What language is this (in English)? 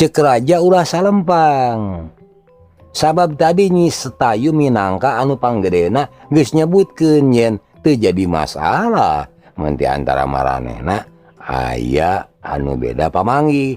Sundanese